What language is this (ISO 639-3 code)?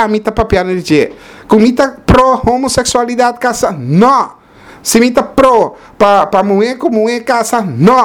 pap